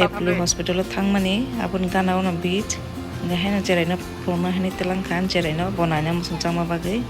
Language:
Kok Borok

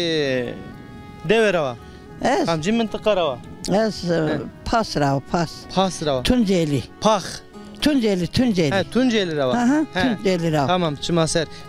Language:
Zaza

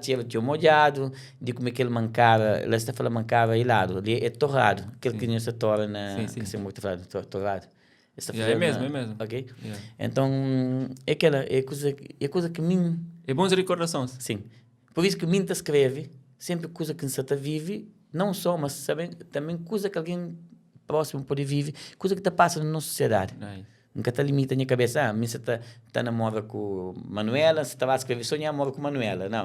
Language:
Kabuverdianu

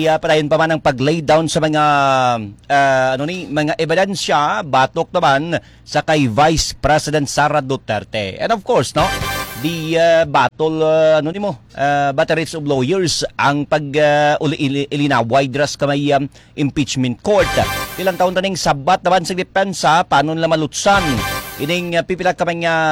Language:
Hiligaynon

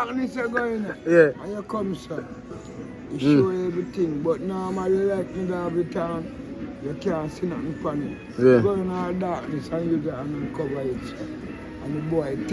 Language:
Jamaican Creole English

